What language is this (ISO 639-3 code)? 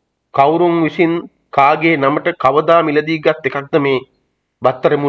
sin